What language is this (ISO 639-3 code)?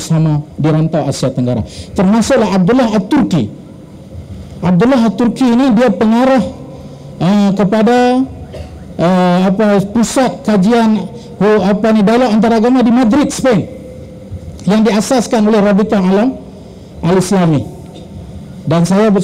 msa